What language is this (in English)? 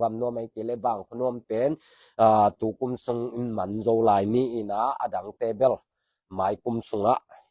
Tedim Chin